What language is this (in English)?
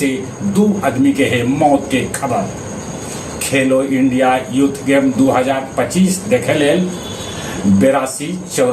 Magahi